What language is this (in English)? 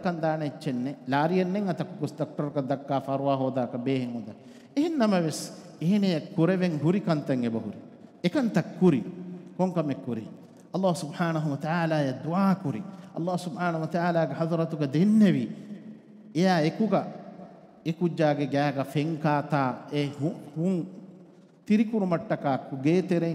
Divehi